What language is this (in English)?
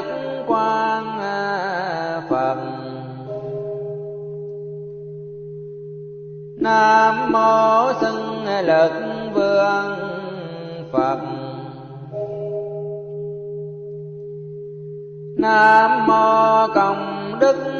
Vietnamese